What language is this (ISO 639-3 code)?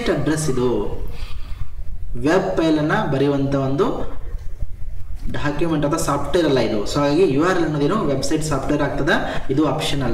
kan